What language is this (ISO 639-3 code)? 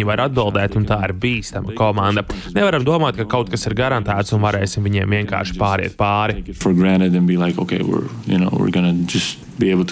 lav